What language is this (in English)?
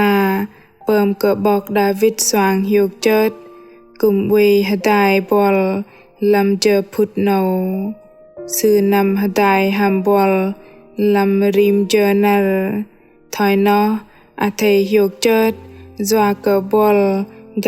Bahnar